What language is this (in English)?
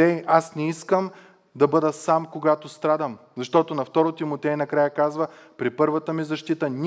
Bulgarian